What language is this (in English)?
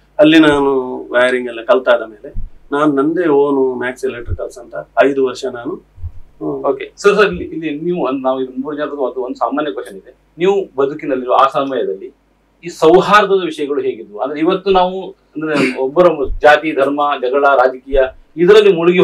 Kannada